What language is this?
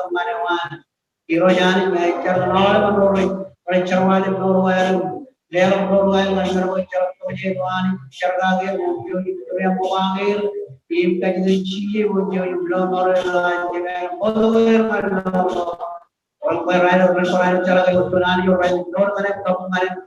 Marshallese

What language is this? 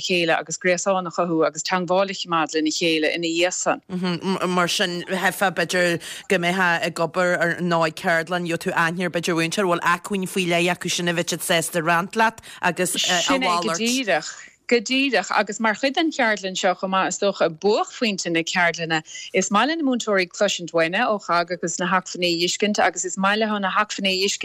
Irish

